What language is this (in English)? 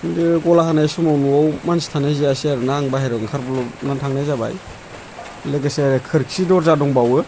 Bodo